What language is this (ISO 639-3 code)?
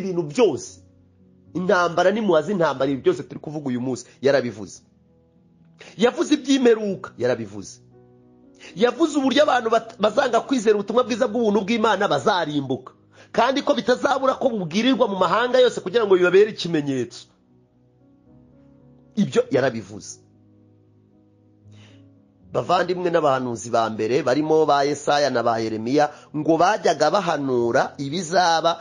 kin